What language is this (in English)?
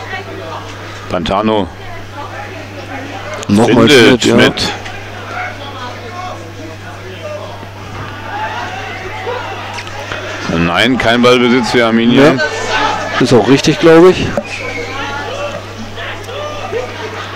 German